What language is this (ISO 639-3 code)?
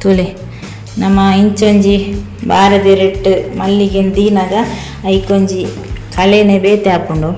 tcy